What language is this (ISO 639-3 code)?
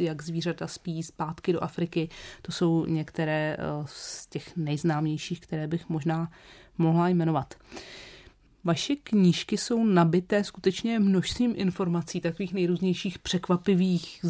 ces